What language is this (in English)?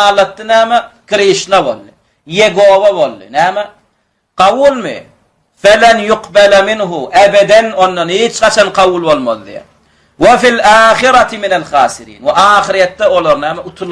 Turkmen